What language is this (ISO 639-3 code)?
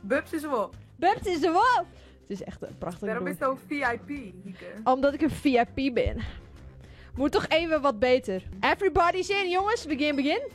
fry